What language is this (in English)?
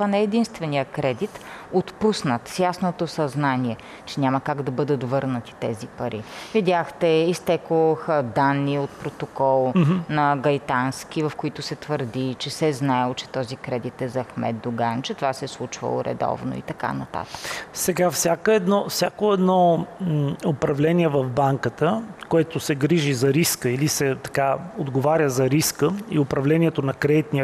Bulgarian